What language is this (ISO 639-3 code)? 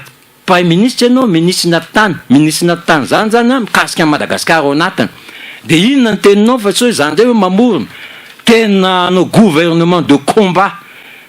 mlg